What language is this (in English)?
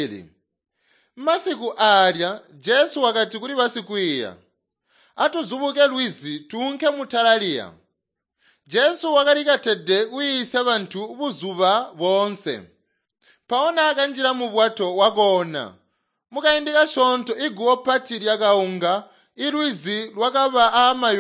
Tonga (Zambia)